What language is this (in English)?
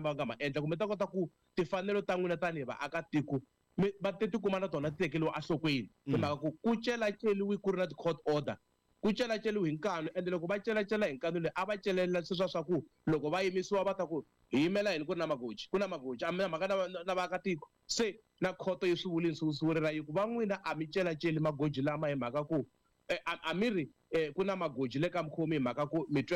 Tsonga